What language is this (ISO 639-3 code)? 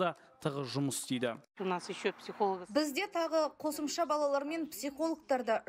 kaz